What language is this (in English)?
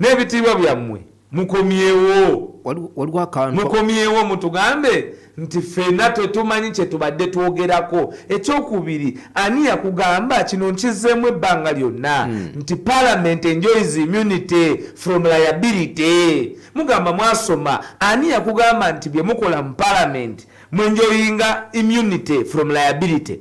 Ganda